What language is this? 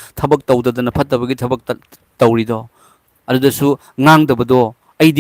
Manipuri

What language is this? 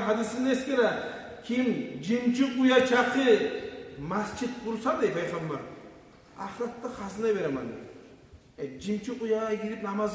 Kumyk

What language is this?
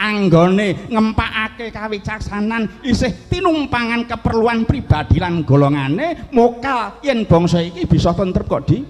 Javanese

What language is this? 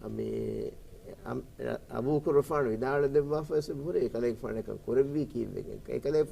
Divehi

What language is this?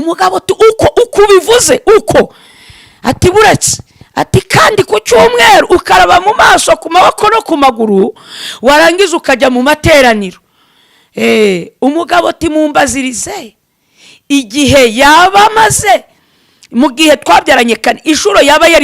Kinyarwanda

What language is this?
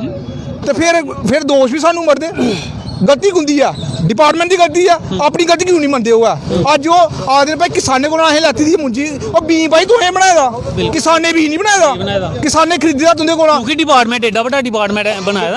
Dogri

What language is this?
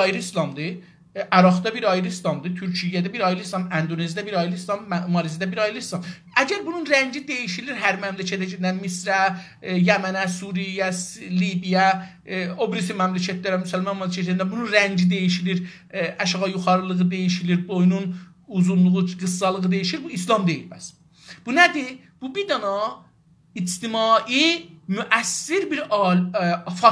South Azerbaijani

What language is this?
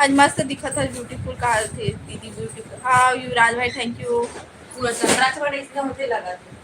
Chhattisgarhi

